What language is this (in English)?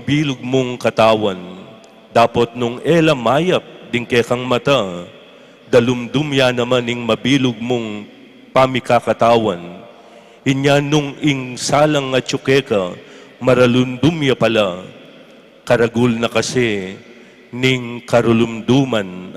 Pampanga